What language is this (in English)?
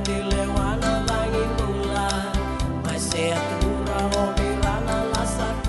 Fijian